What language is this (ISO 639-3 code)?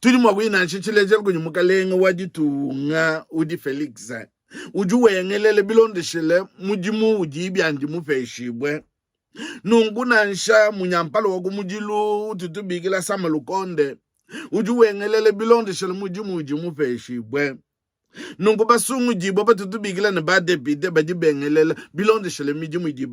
lua